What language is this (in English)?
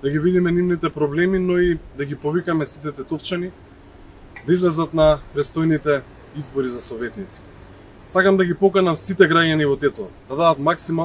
Macedonian